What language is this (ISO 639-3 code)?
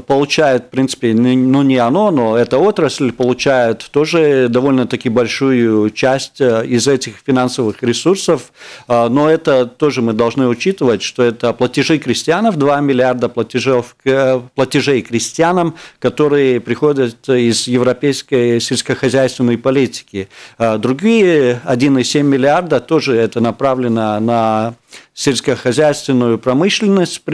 rus